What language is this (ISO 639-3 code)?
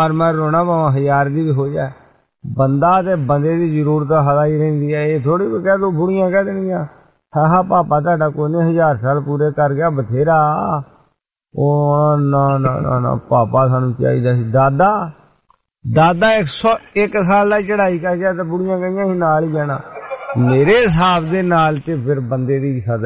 pan